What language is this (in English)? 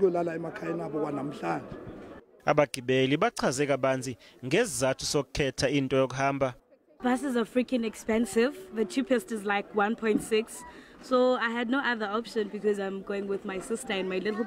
Zulu